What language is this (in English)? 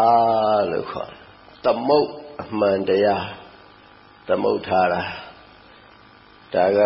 Burmese